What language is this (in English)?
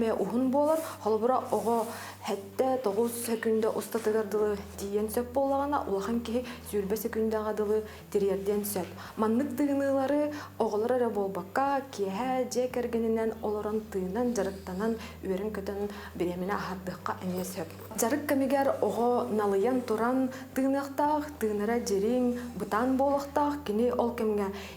Yakut